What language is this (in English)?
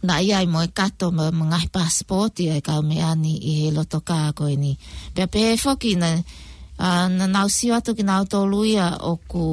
Tongan